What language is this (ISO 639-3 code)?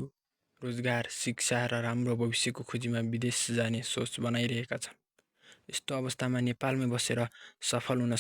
nep